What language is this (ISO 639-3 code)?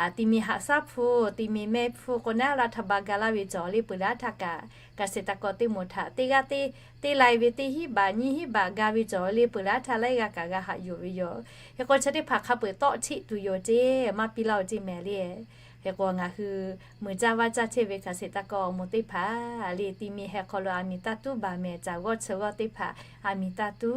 lhu